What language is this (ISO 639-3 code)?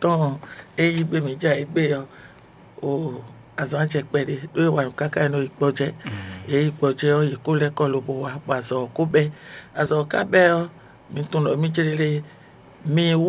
fon